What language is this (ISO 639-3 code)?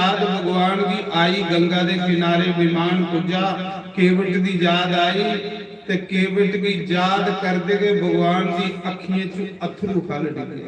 doi